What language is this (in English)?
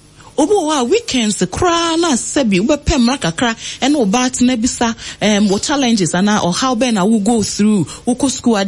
Akan